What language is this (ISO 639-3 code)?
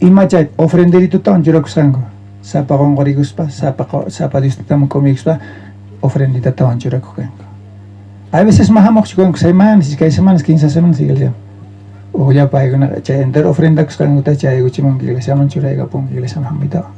quh